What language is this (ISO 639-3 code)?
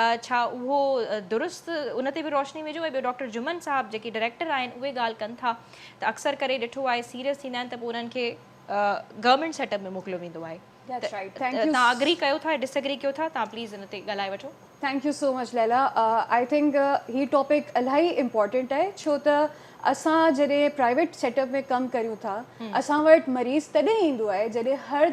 snd